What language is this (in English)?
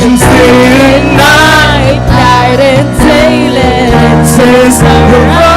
Waray